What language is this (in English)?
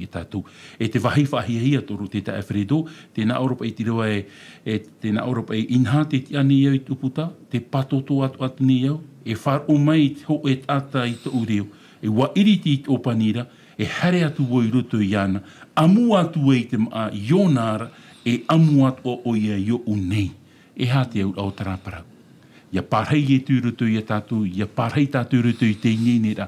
Tahitian